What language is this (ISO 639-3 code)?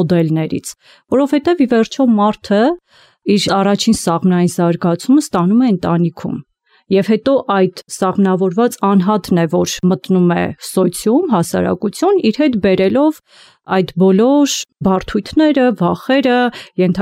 hye